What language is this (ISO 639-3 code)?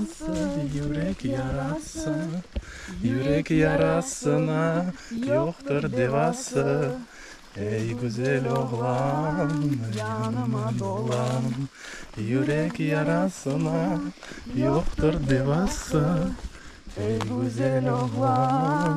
crh